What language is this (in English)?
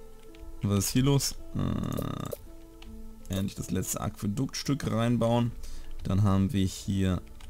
German